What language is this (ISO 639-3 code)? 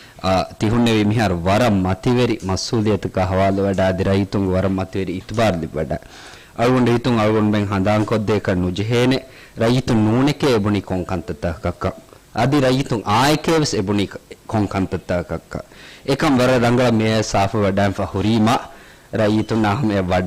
div